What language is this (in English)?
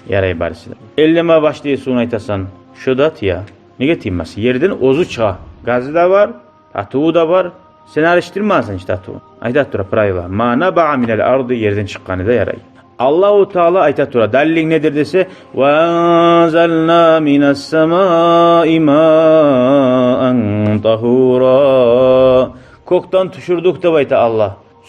Kumyk